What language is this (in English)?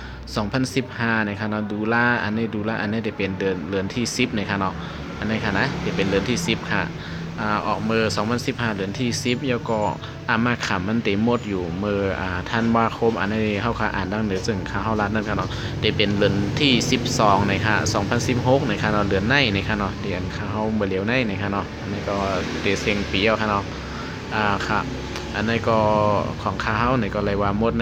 Shan